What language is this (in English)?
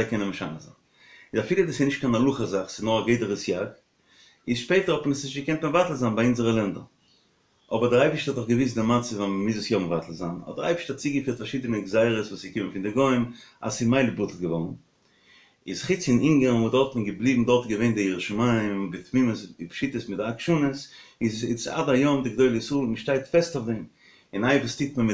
Yiddish